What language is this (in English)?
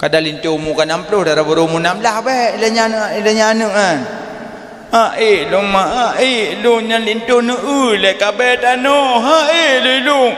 Achinese